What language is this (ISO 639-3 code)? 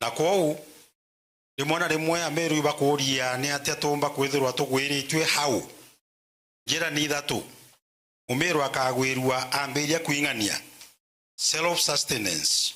mer